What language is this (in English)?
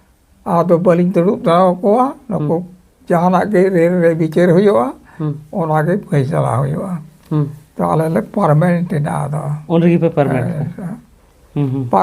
Santali